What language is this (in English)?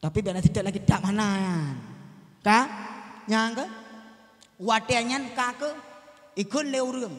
Achinese